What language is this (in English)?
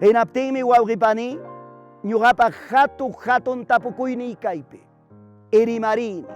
Ayacucho Quechua